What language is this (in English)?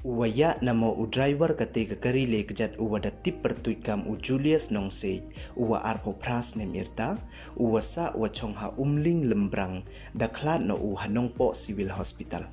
Pnar